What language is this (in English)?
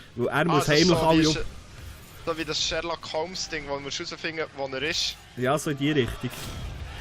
Swiss German